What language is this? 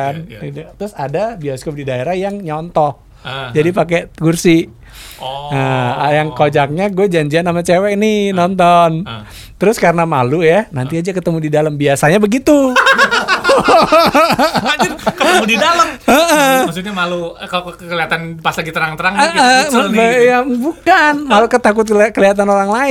Indonesian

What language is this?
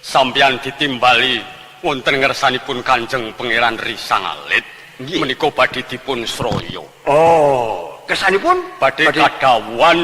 Javanese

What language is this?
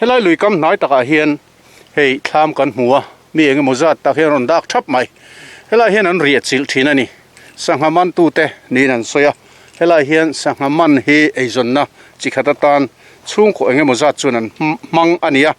Mizo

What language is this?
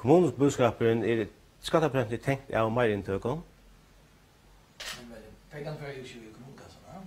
Faroese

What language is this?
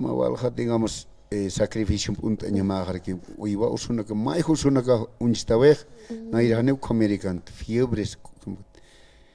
Aymara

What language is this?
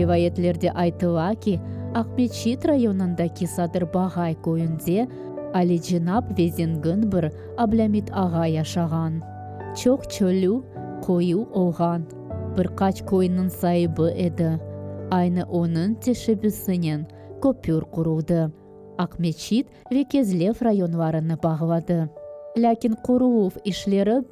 Crimean Tatar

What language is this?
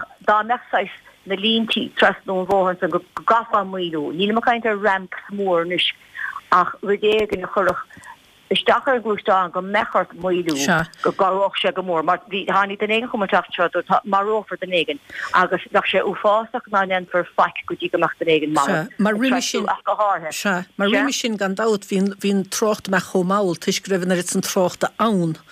Irish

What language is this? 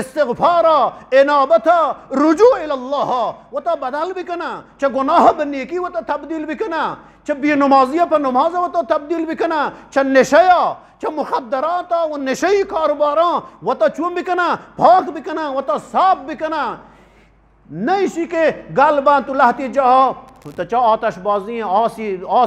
Eastern Balochi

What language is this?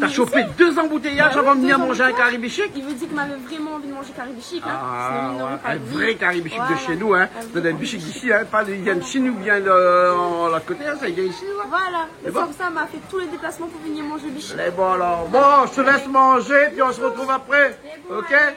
Réunion Creole French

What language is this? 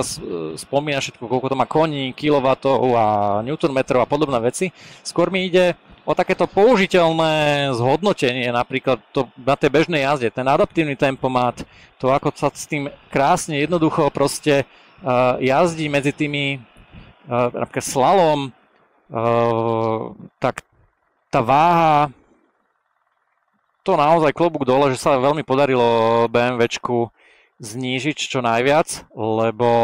Slovak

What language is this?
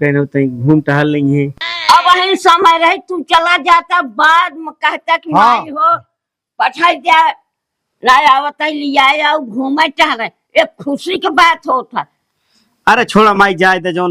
Awadhi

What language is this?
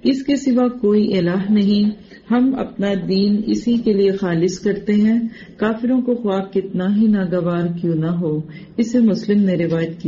Urdu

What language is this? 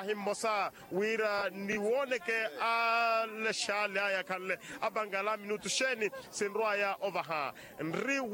Makhuwa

